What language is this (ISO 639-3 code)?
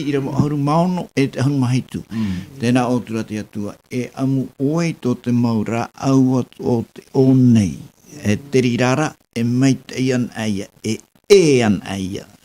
tah